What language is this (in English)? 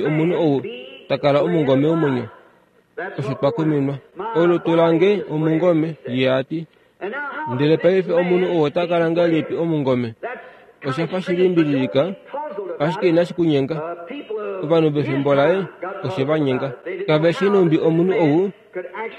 Kuanyama